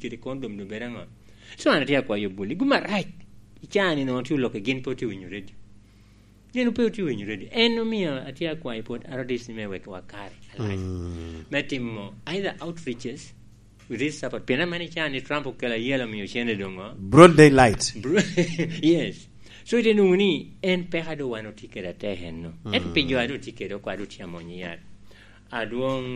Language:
Lango (Uganda)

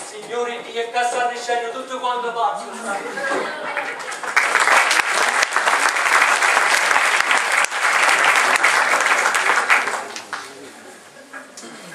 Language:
Italian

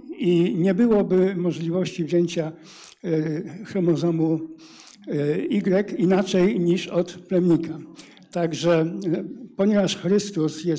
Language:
Polish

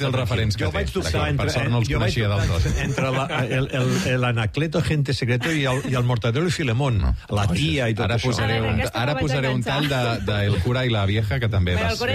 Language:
Catalan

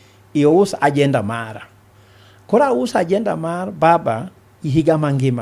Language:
Luo (Kenya and Tanzania)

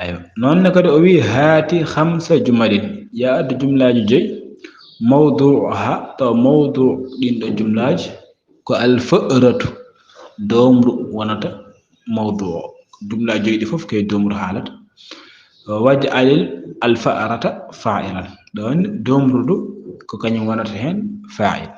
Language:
Fula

